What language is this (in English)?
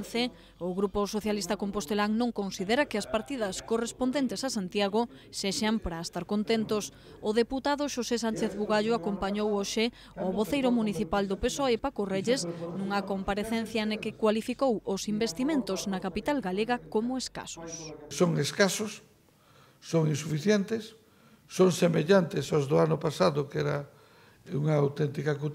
Galician